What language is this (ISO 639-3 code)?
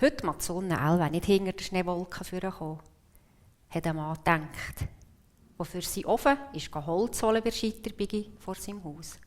gsw